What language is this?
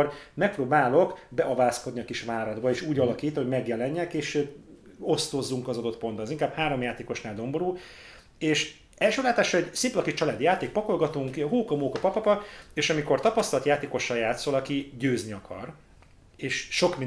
Hungarian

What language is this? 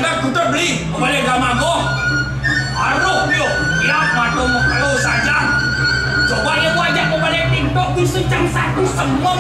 Balinese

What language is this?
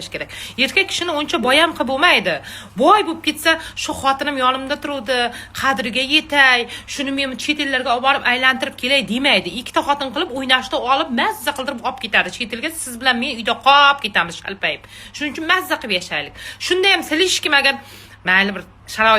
Uzbek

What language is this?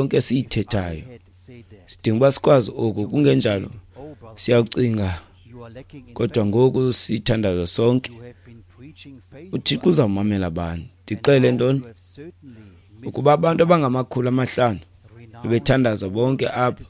Xhosa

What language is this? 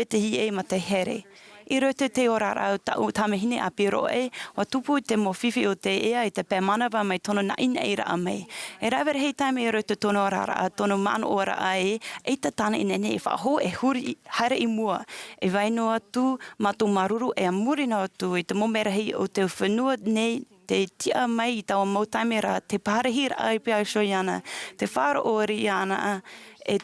Tahitian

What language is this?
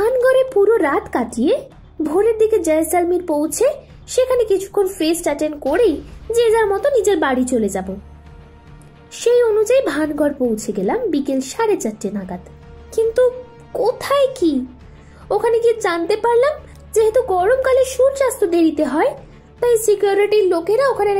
Bangla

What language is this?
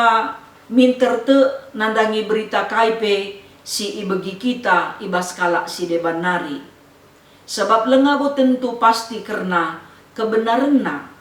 Batak Karo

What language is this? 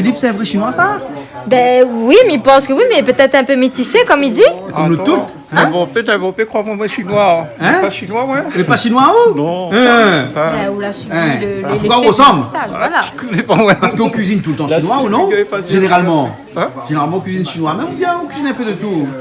Réunion Creole French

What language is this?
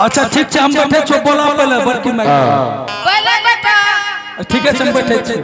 Angika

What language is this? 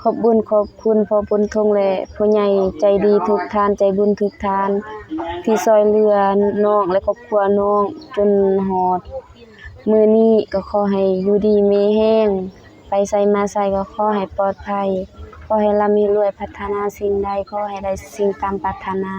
Lao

